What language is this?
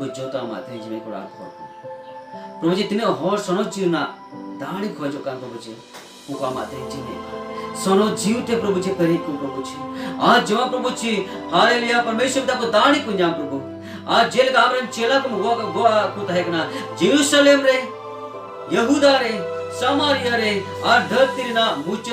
Santali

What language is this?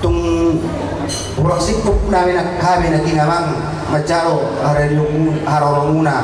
Batak Toba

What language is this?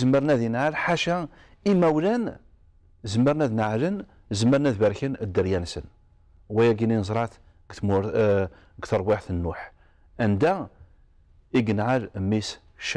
Kabyle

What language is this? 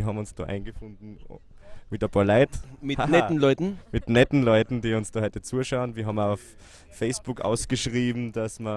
Bavarian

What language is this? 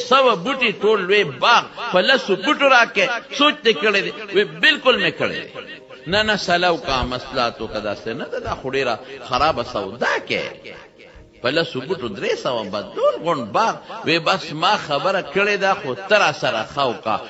Pashto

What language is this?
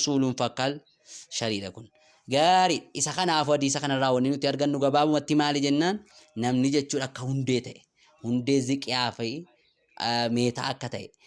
Oromo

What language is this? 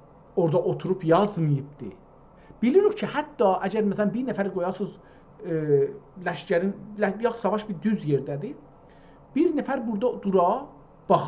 South Azerbaijani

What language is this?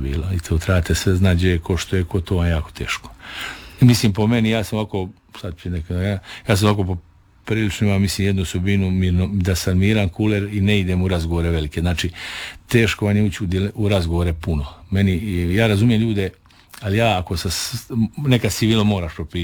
Croatian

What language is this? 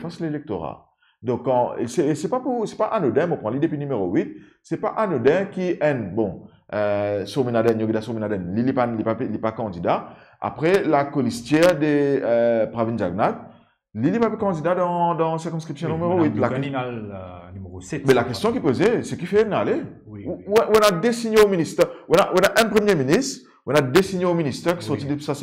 Morisyen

